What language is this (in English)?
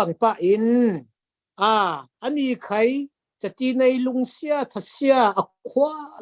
Falam Chin